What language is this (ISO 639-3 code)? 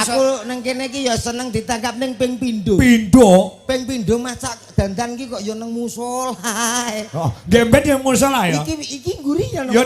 jav